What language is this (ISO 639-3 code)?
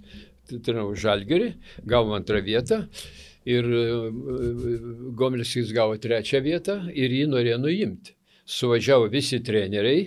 lit